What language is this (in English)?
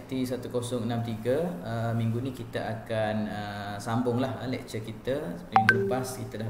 Malay